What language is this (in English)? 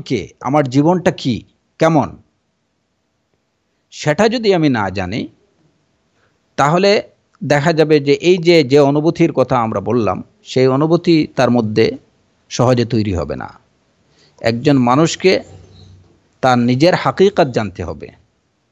Bangla